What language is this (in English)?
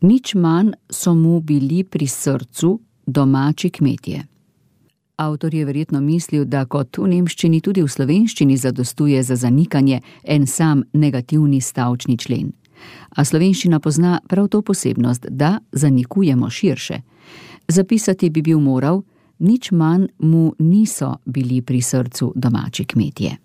Slovenian